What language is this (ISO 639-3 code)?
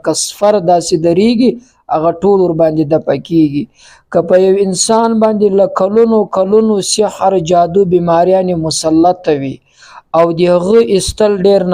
pus